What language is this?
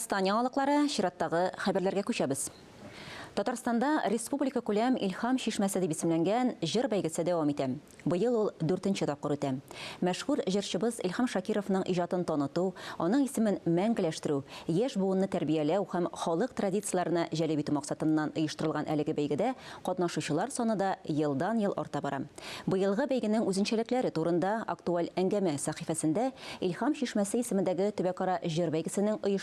Tatar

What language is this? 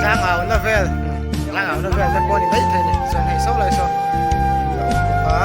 Mizo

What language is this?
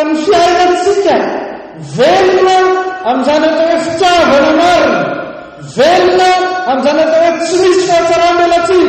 Malagasy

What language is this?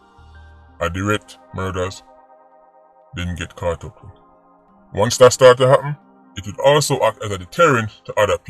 Jamaican Creole English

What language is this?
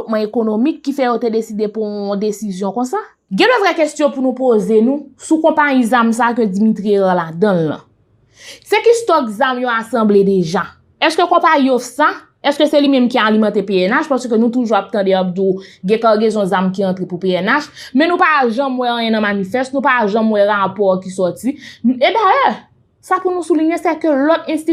Haitian Creole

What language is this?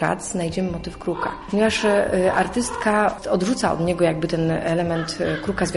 Polish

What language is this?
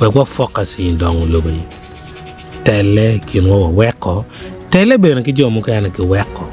Acoli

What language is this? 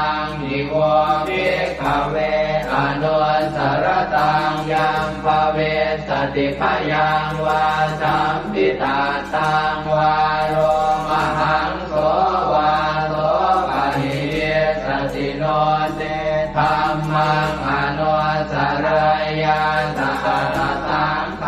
Pali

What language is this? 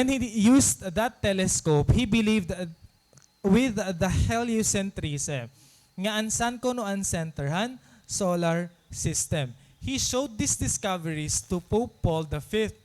Waray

